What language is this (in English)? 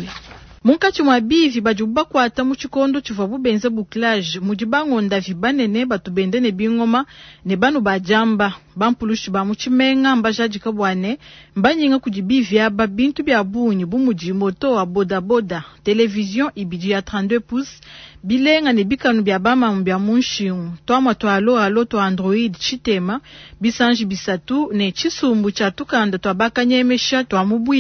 Luba-Lulua